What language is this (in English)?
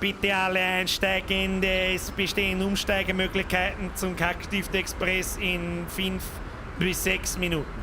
Bavarian